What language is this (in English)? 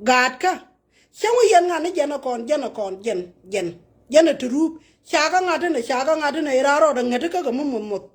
Nuer